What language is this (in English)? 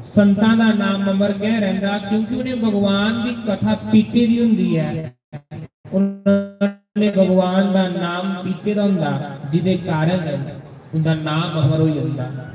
Dogri